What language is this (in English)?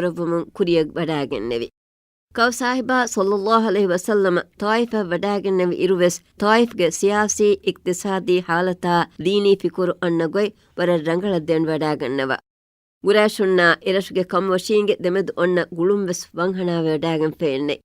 Divehi